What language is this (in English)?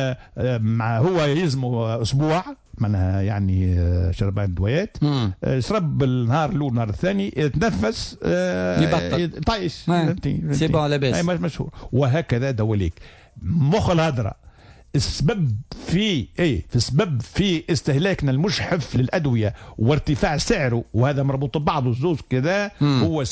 Tunisian Arabic